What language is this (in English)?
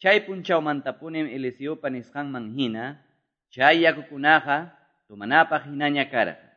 Quechua